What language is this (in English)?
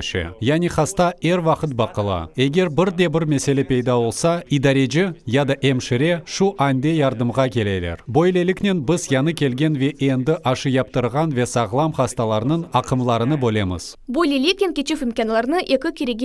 Crimean Tatar